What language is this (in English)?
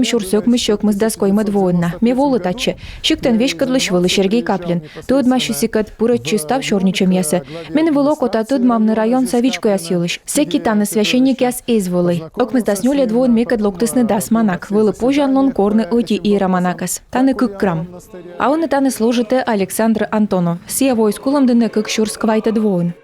Komi